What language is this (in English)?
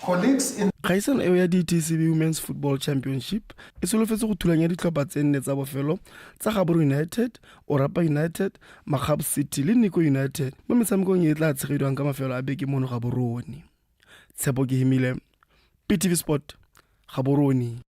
Tswana